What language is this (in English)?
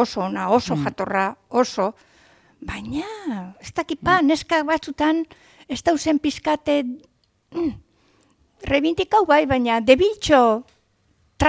Basque